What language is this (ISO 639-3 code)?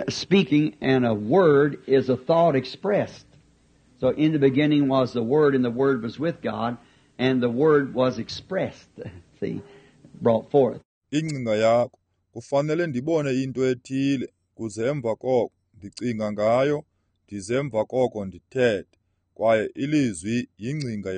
xho